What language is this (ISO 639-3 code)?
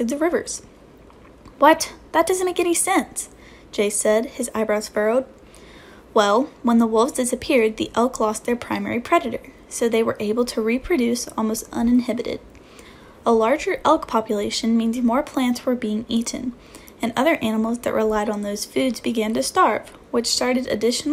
eng